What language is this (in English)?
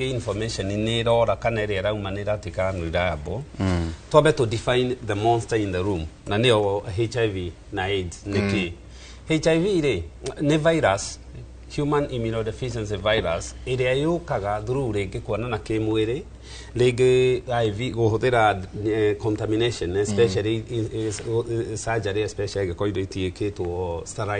Kikuyu